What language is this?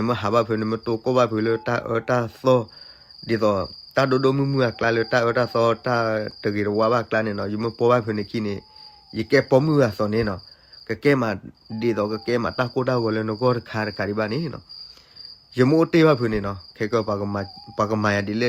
S'gaw Karen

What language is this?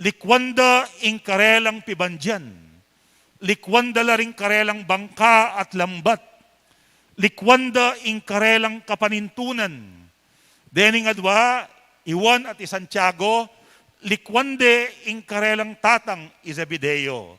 Pampanga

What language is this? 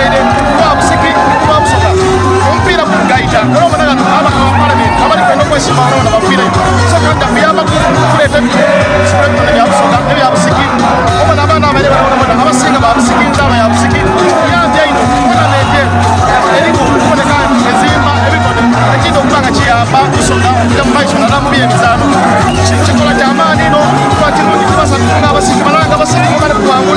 Soga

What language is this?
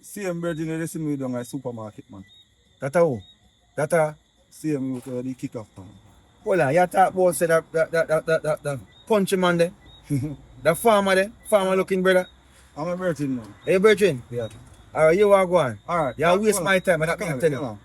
Jamaican Creole English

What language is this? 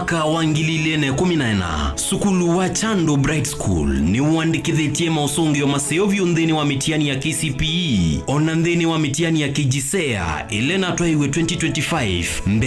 Kamba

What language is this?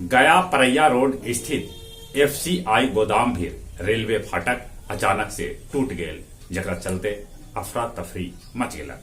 Magahi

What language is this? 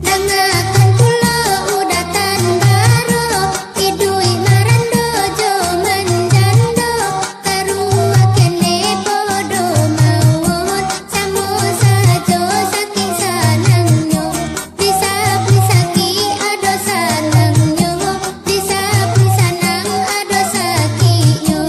Minangkabau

